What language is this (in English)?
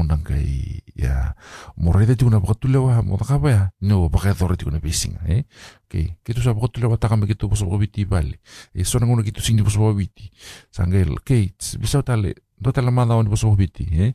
Fijian